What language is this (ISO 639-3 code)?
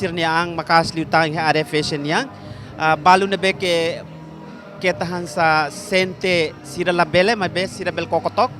tet